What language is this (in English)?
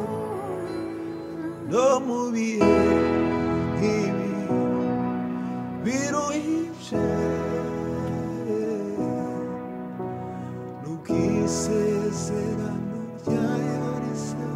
Kinyarwanda